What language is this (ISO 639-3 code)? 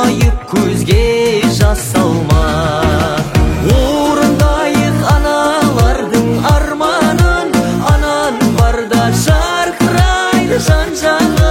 kaz